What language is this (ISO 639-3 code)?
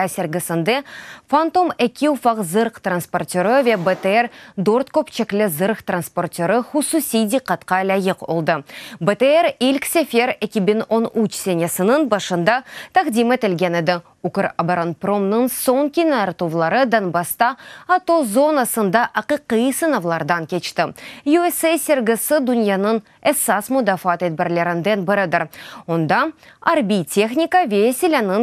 crh